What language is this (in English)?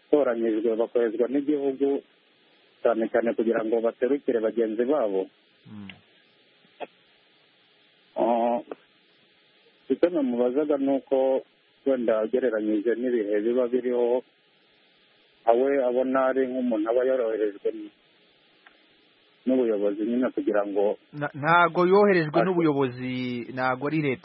Kinyarwanda